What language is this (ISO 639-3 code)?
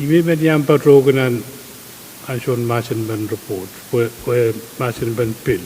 pon